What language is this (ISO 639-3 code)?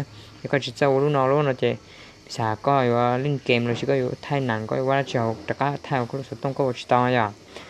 hmn